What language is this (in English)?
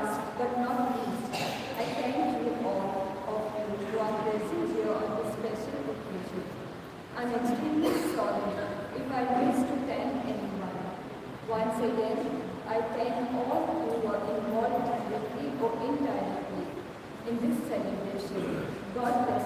Konkani